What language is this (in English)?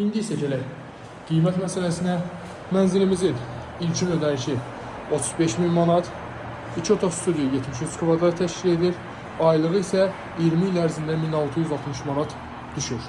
Azerbaijani